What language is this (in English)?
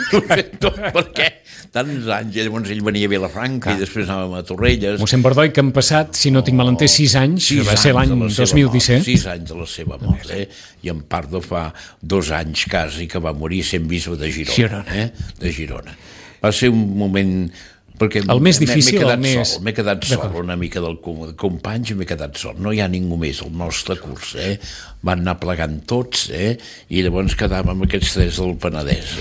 Catalan